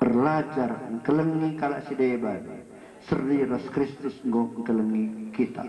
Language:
Batak Karo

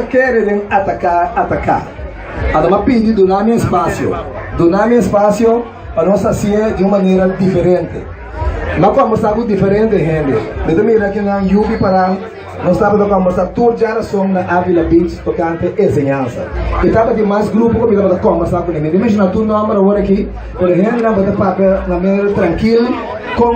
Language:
Papiamento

